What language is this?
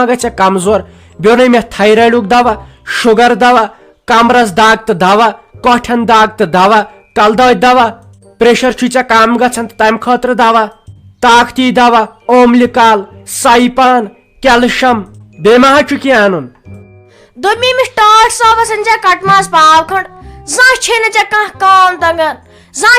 Kashmiri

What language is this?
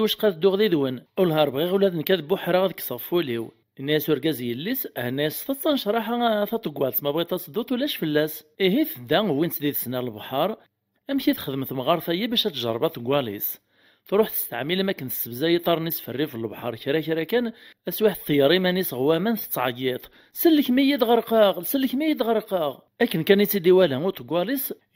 Kabyle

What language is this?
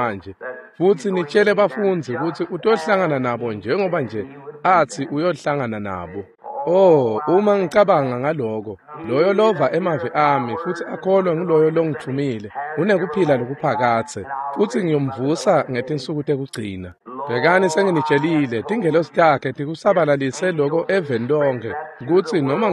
Swati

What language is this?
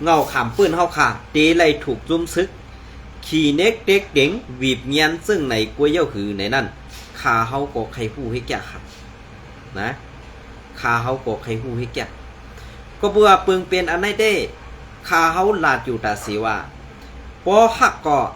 Shan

